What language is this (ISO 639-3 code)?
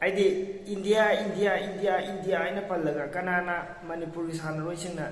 mni